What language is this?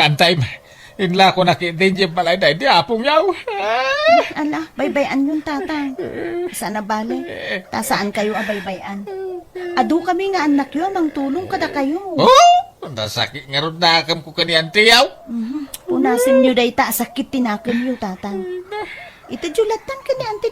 Iloko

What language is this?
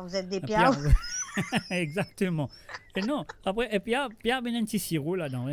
Morisyen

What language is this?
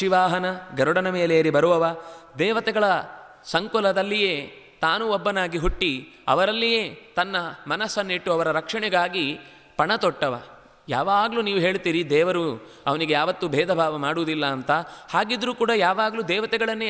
Kannada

